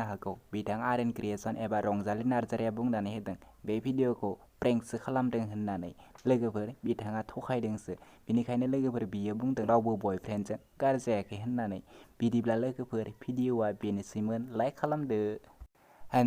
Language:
Bodo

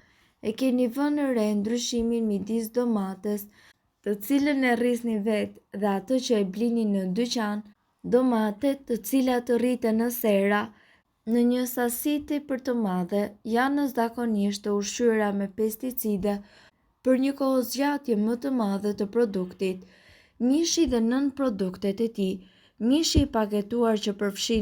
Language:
Albanian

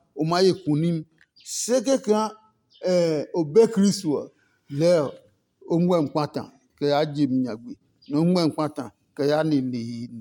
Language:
Adangme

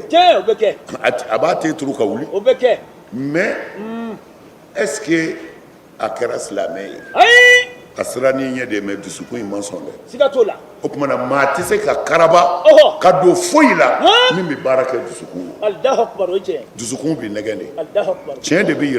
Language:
Bambara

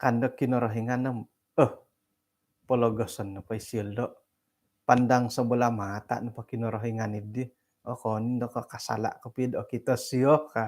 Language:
Central Dusun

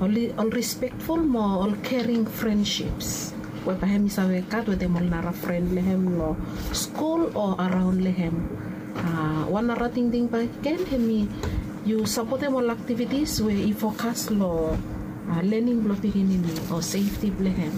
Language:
Bislama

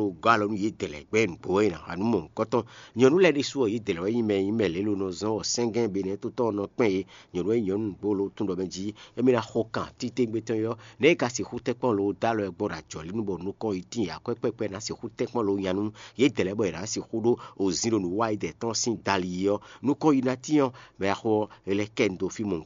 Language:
Fon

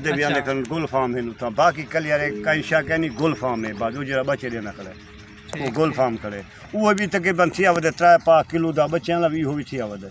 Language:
Saraiki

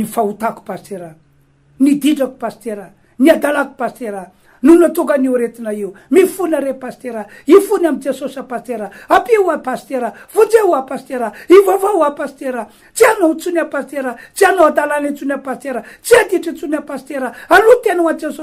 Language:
Malagasy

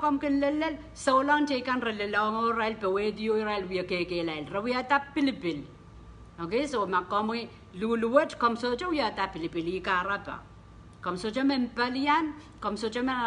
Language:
Pohnpeian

